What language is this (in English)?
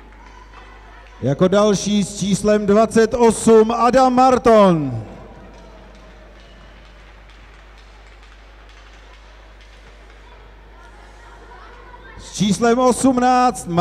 Czech